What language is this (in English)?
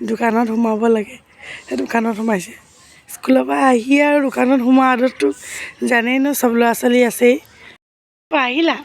Assamese